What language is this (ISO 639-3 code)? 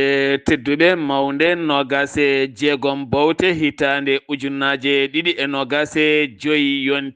ful